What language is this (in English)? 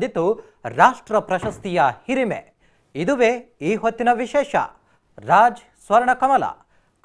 Kannada